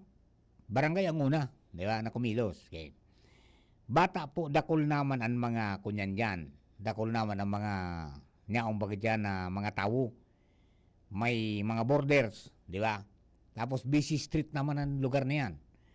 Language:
Bikol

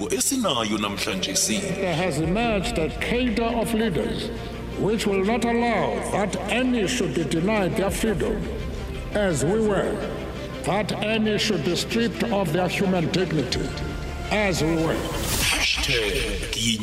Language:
South Ndebele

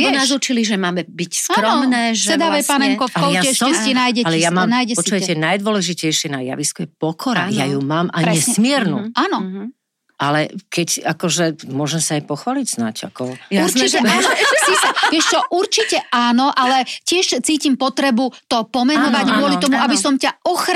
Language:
Slovak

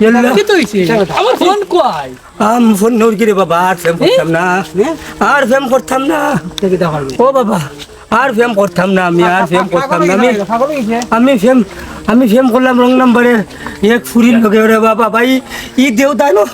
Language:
Sylheti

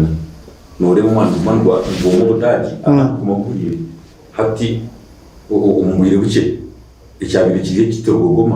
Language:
Nyankole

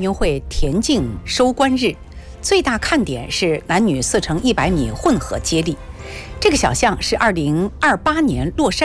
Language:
Chinese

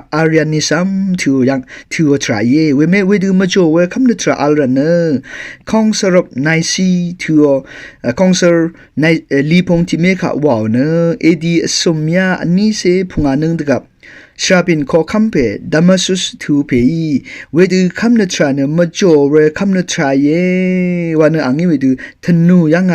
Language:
Rawang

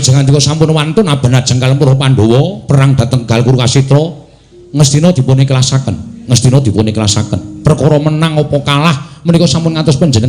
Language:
Javanese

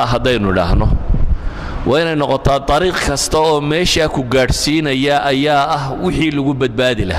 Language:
Somali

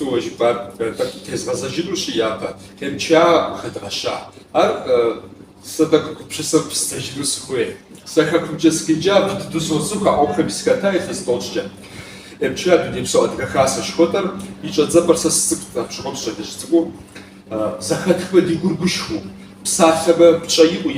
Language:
Kabardian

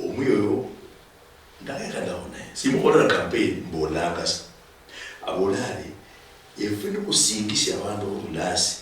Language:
Luyia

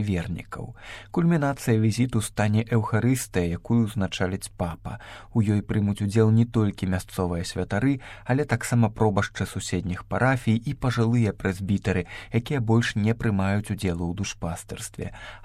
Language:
Belarusian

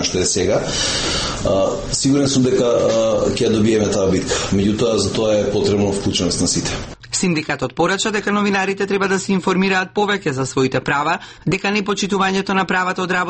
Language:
Macedonian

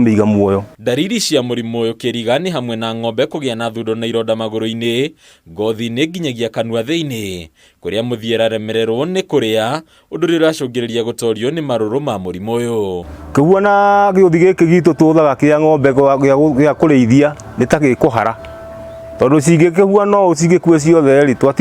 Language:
Kikuyu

